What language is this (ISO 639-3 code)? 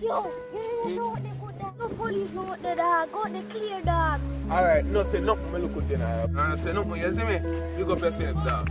jam